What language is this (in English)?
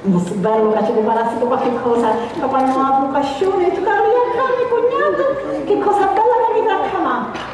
Sicilian